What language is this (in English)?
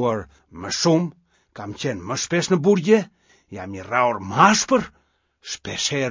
Albanian